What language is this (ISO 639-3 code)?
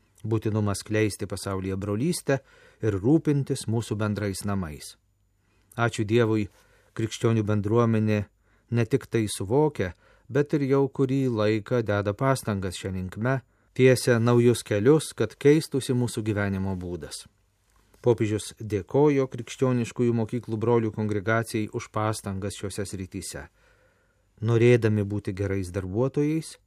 lit